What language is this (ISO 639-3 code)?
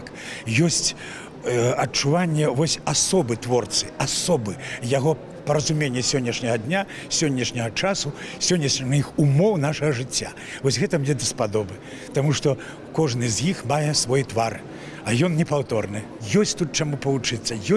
bel